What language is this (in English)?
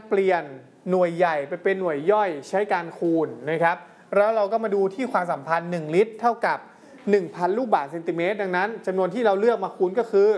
Thai